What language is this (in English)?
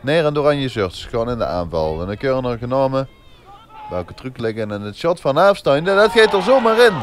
Limburgish